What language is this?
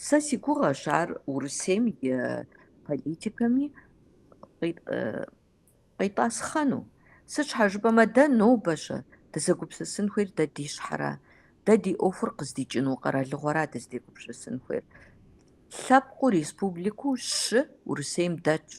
Kabardian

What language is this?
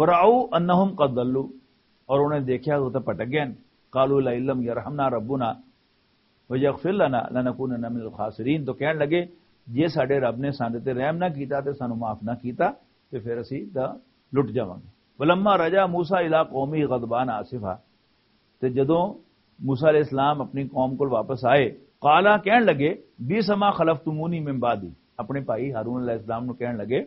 Western Panjabi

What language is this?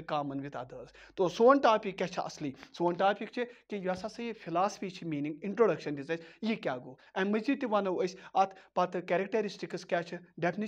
Kashmiri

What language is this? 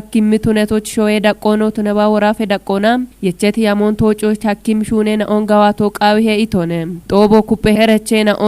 Kafa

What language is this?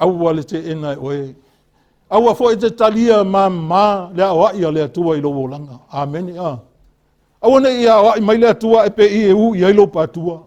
Samoan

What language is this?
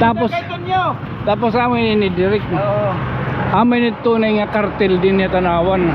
Waray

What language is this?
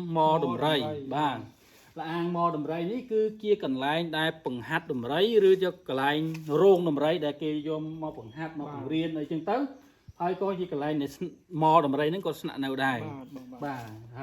Khmer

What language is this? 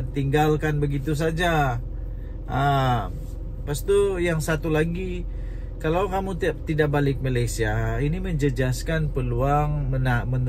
Malay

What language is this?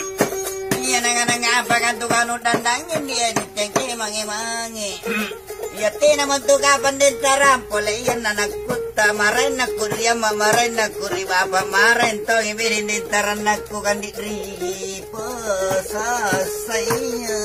Makasar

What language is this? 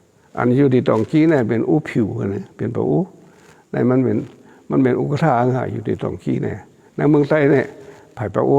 Shan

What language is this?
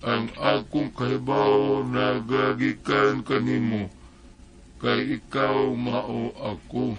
Cebuano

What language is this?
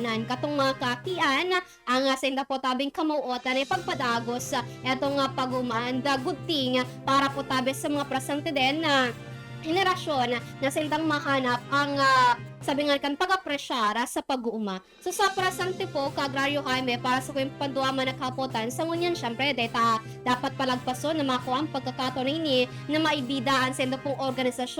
Bikol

